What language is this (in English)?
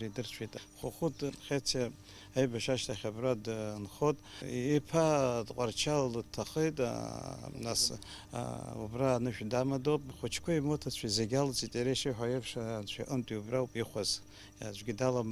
Abkhazian